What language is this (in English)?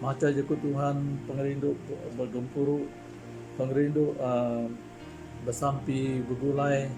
Iban